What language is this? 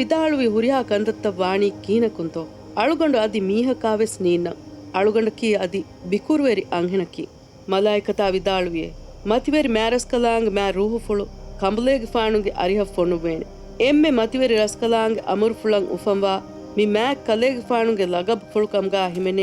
Divehi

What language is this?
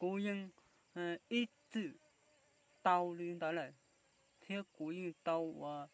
Hmong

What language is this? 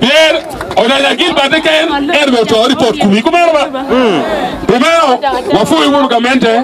Acoli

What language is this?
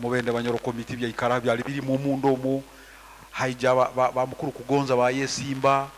Nyankole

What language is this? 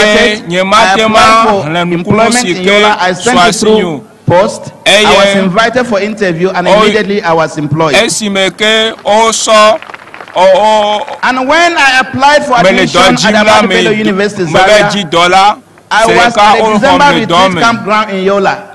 Ewe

